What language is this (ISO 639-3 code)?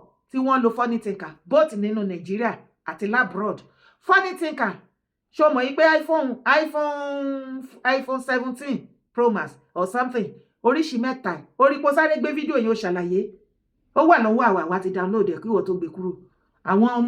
yor